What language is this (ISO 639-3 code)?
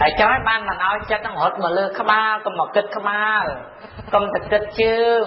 khm